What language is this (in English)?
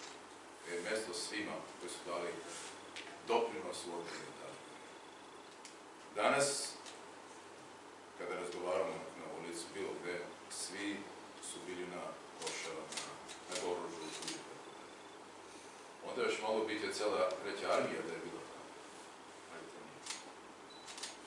Serbian